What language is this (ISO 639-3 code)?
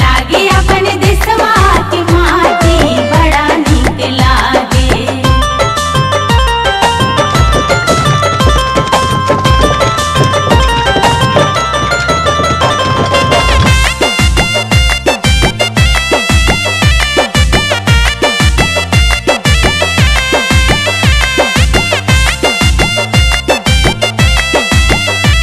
bho